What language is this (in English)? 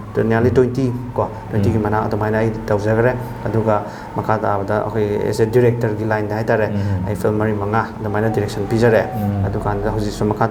Manipuri